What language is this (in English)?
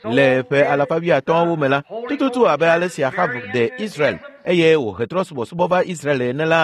Ewe